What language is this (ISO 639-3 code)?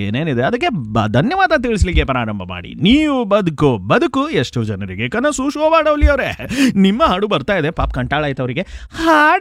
kan